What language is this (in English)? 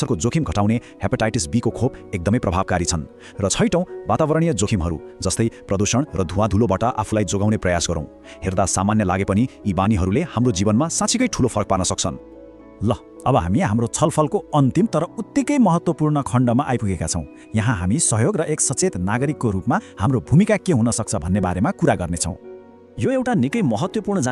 Nepali